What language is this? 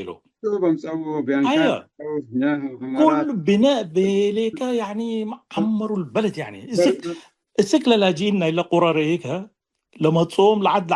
Tigre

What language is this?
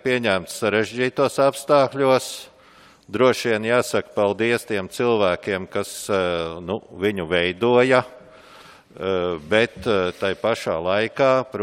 Latvian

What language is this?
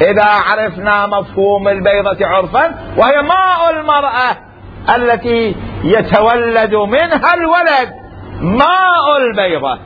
Mesopotamian Arabic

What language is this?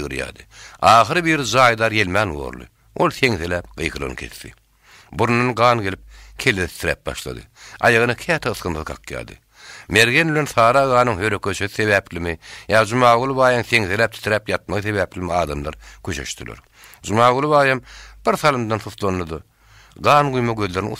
Turkmen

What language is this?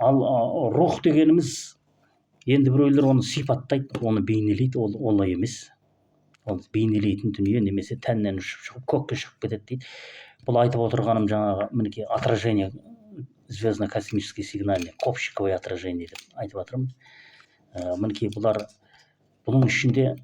Kazakh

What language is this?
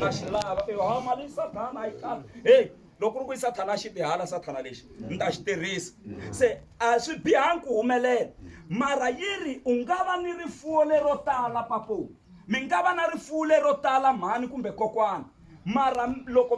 Tsonga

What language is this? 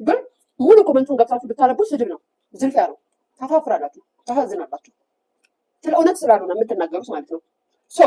Amharic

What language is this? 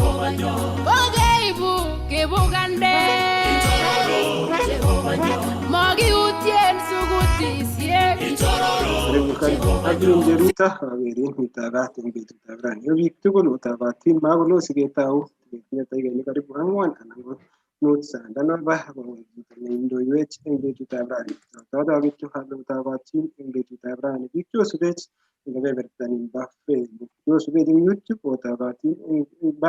Kalenjin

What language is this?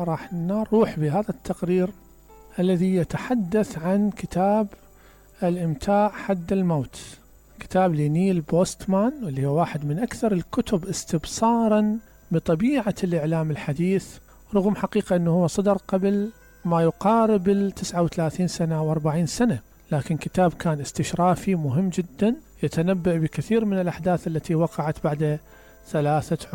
Mesopotamian Arabic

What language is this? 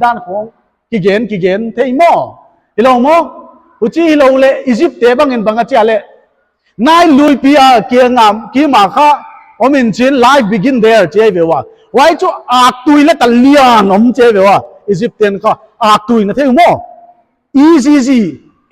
Paite Chin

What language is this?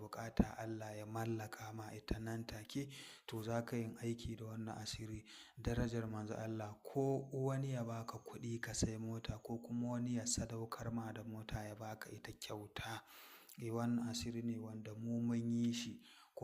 Hausa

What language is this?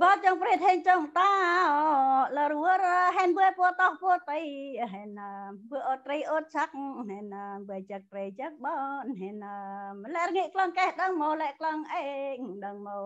Central Mnong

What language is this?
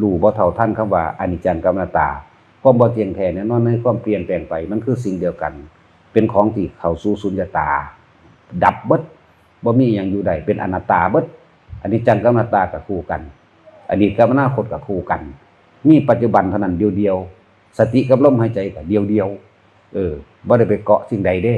Northeastern Thai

